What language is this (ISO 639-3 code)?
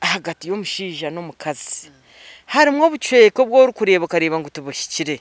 nyn